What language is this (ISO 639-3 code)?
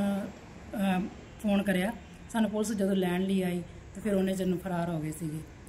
pan